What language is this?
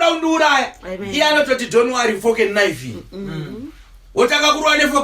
Shona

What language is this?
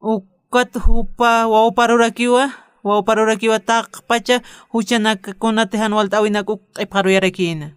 Aymara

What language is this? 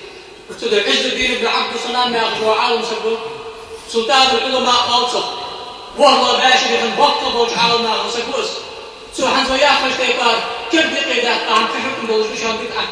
Ingush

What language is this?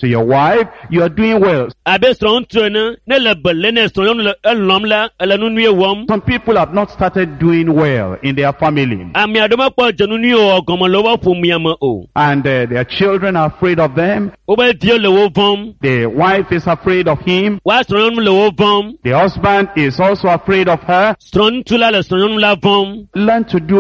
Ewe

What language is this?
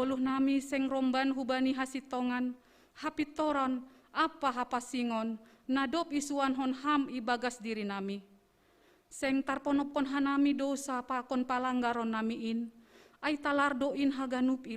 Batak Simalungun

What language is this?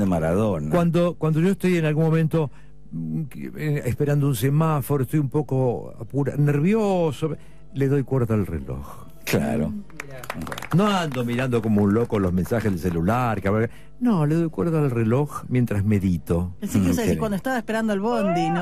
Spanish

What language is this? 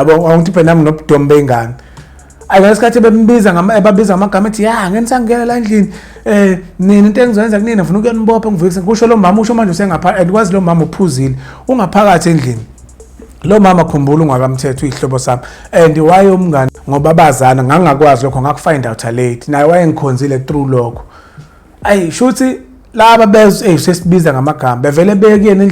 Zulu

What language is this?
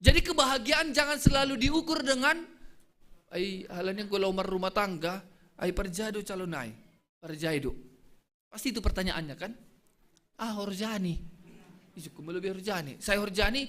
Batak Simalungun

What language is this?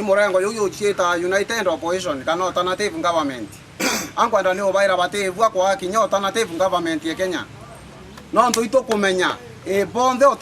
Meru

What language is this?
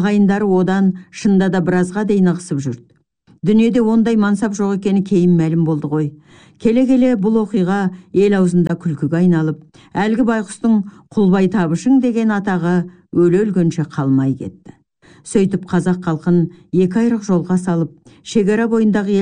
Kazakh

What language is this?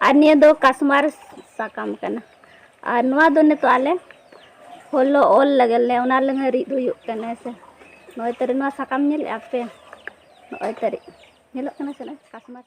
Santali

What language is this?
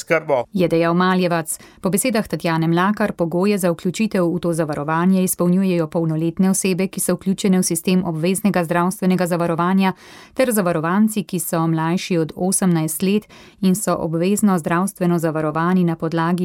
Slovenian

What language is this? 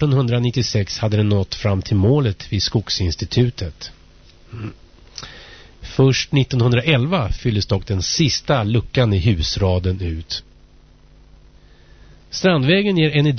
Swedish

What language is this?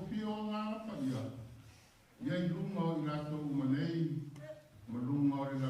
Samoan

